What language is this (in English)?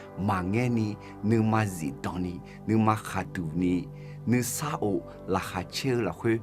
Akha